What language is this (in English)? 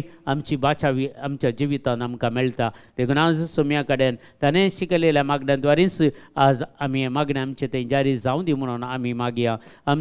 Konkani